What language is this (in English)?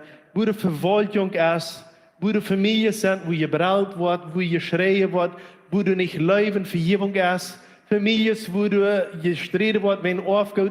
Plautdietsch